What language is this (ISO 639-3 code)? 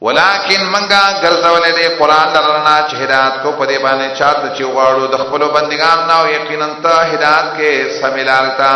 pus